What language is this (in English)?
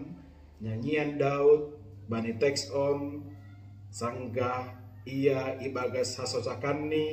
Batak Simalungun